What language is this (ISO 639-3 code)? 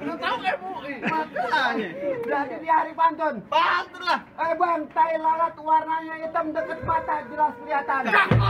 bew